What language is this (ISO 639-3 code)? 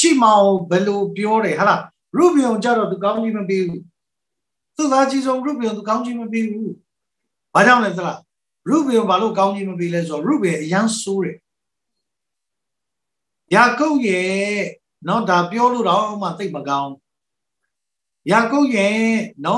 mya